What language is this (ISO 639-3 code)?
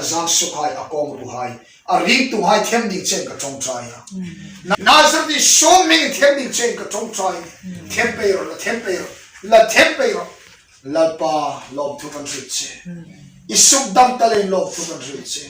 hmr